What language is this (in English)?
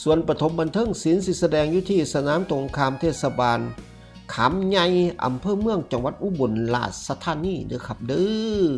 Northeastern Thai